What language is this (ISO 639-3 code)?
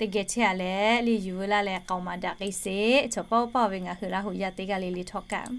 lhu